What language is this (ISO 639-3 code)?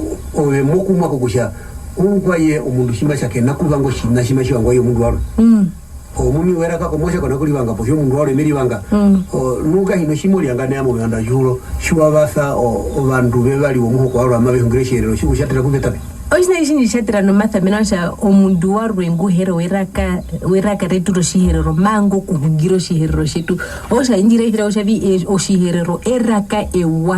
her